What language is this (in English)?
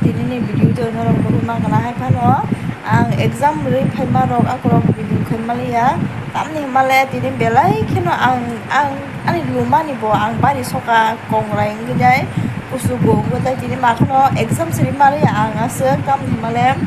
Kok Borok